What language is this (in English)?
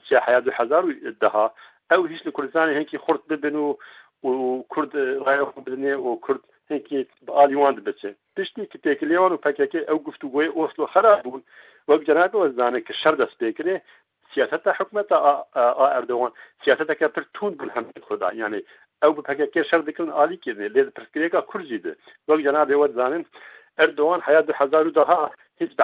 Kurdish